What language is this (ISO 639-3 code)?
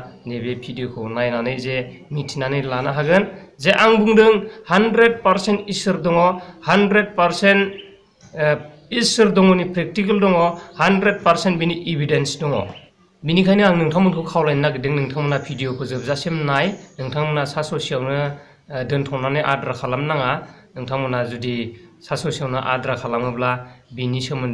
brx